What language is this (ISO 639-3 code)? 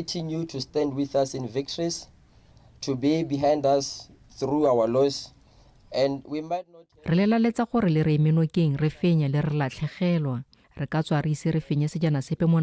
tsn